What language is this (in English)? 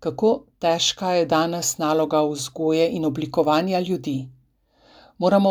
Slovenian